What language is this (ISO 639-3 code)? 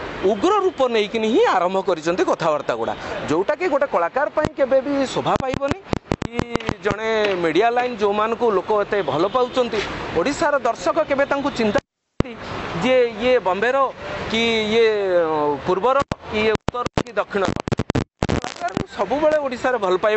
ori